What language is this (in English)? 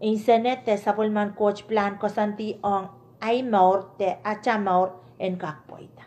Pohnpeian